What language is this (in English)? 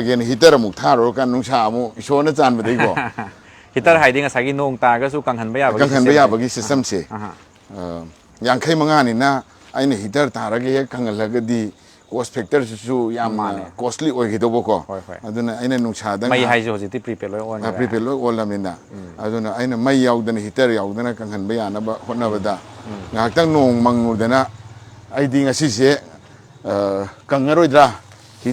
Manipuri